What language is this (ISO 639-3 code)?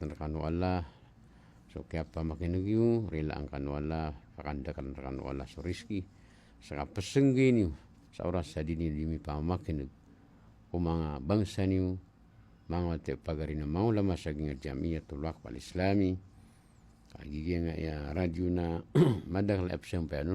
mrw